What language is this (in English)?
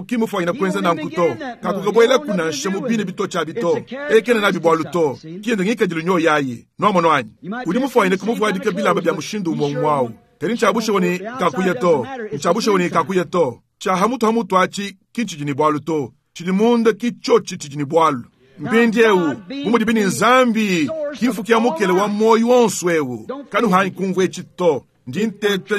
Luba-Lulua